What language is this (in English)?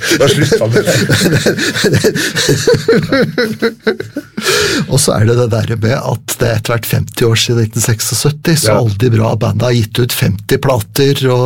Norwegian